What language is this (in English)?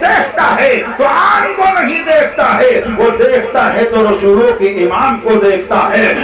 Urdu